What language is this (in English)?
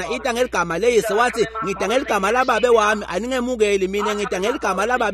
Swati